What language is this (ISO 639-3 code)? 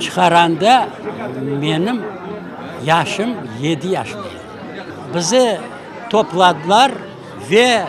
crh